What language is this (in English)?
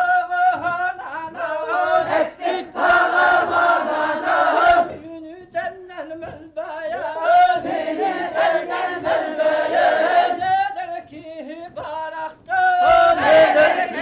Yakut